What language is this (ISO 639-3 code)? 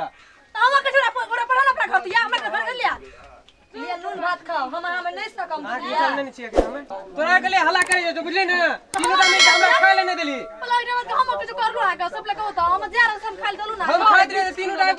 mai